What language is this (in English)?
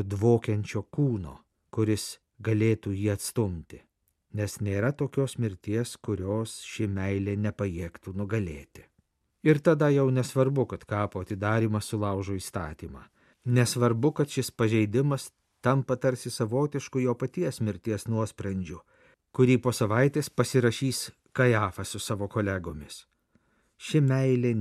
Lithuanian